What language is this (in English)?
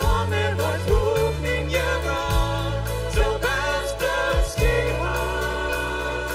Plautdietsch